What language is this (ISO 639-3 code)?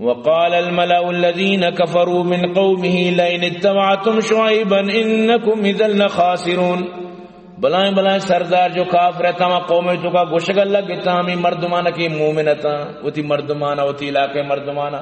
bgp